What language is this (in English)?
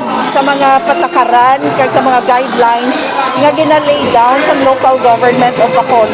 Hiligaynon